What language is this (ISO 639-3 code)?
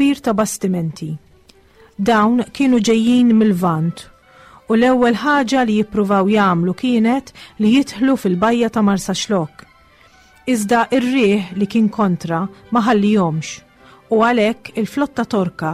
mlt